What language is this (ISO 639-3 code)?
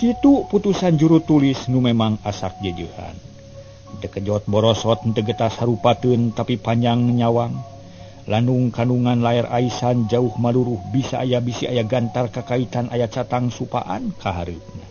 sun